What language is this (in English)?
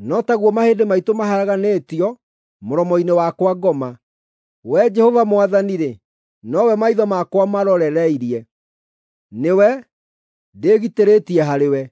Kikuyu